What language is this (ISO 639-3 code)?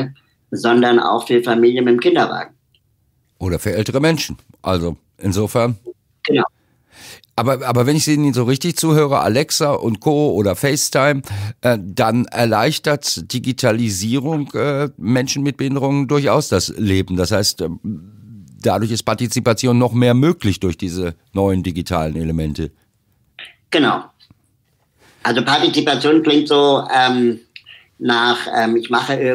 deu